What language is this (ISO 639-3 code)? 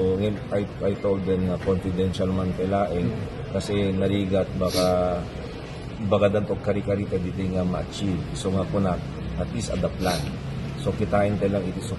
ilo